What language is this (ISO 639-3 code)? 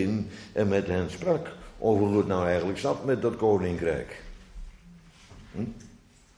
nld